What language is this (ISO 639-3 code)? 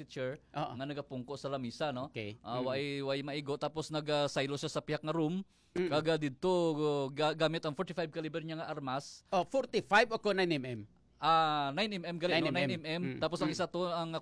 hil